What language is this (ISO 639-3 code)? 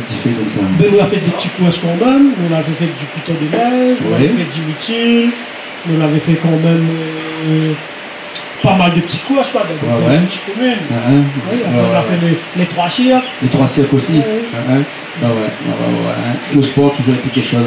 rcf